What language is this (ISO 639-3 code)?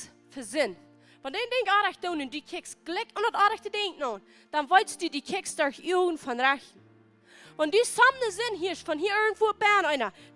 pdt